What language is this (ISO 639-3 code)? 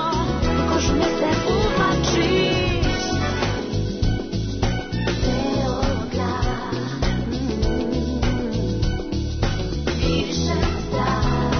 srp